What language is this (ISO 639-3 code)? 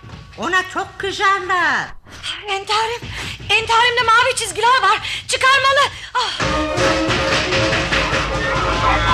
tur